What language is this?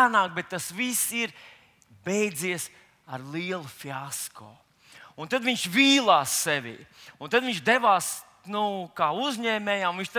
Latvian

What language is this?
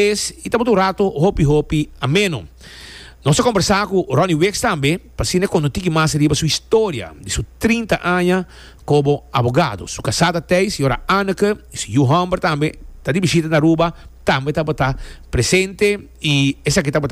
Papiamento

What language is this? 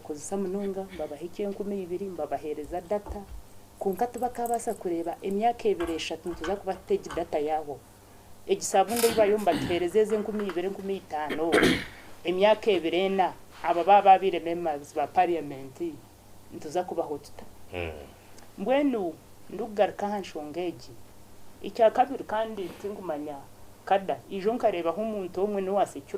Nyankole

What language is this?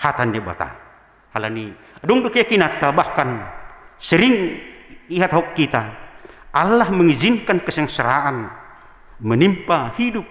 Batak Simalungun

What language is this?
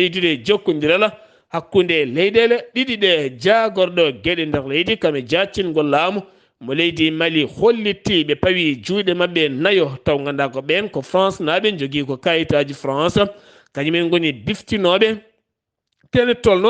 Fula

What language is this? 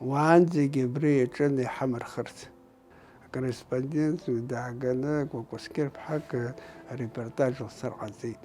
Abkhazian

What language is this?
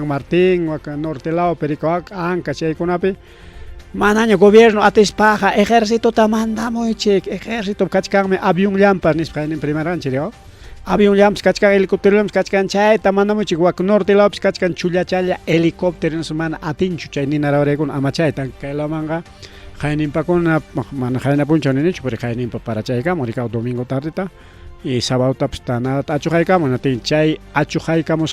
Ayacucho Quechua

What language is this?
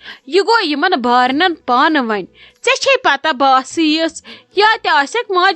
Kashmiri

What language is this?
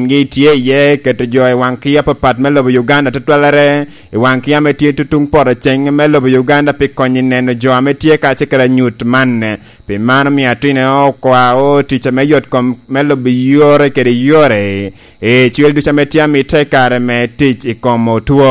Lango (Uganda)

